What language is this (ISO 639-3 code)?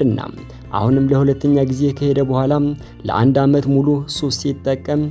amh